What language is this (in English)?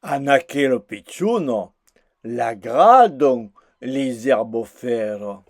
Occitan